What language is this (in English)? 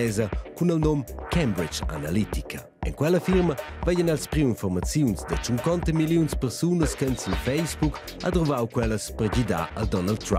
Romansh